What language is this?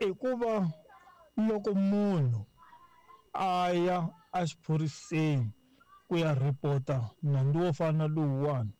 Tsonga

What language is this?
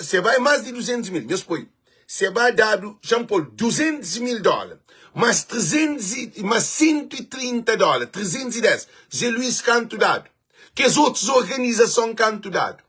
Kabuverdianu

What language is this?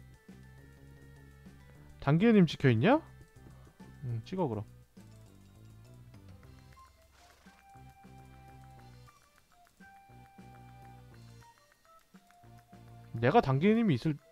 Korean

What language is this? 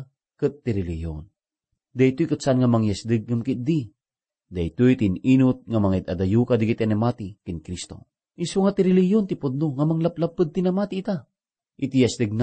Iloko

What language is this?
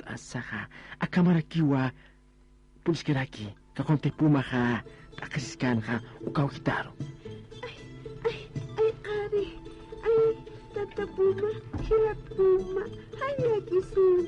Aymara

